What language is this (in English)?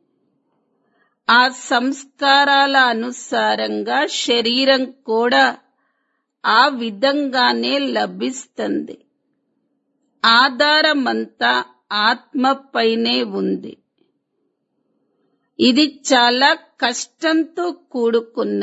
Telugu